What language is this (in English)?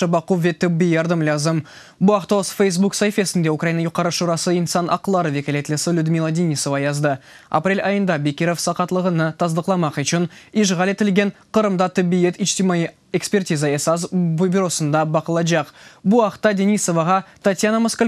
Crimean Tatar